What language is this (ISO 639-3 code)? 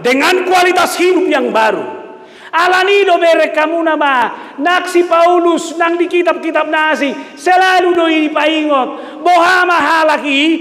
bbc